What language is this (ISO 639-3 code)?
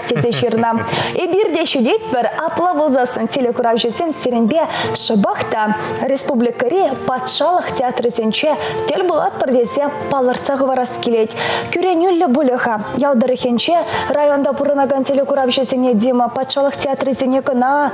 chv